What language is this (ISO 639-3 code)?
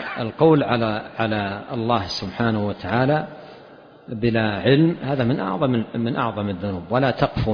ara